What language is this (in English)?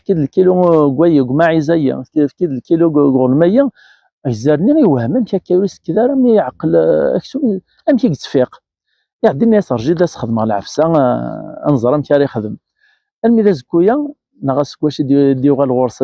Kabyle